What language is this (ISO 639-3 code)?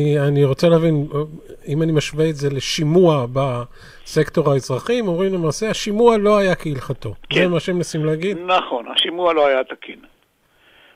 heb